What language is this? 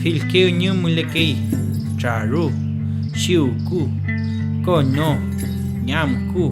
Mapuche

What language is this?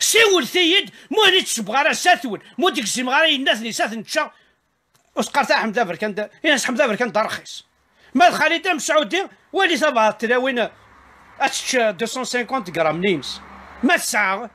Kabyle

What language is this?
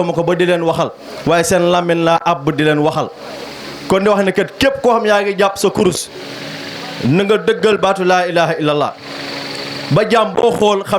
Wolof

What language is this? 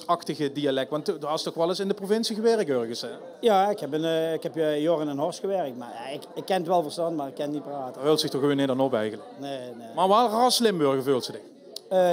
Limburgish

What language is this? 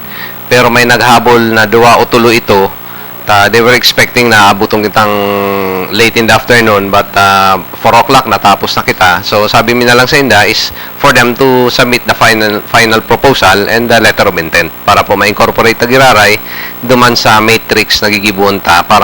Bikol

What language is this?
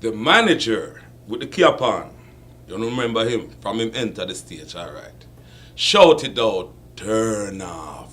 Jamaican Creole English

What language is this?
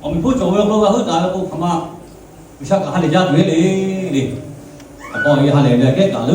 Lahu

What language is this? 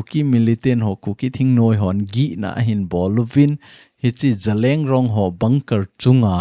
Thado Chin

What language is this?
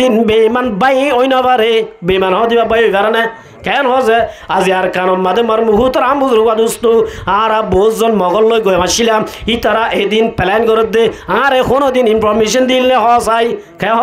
Rohingya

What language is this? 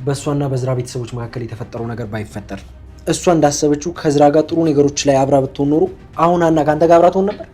Amharic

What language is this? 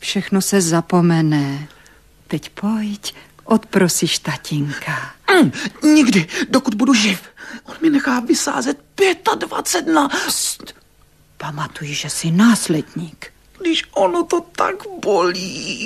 Czech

